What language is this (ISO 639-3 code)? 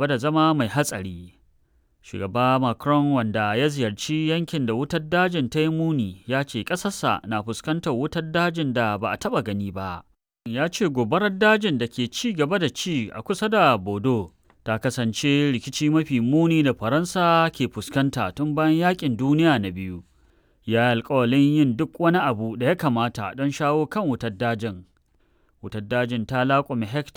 hau